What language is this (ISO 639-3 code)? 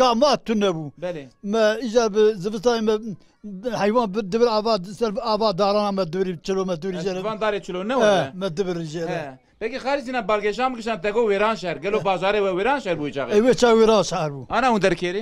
kur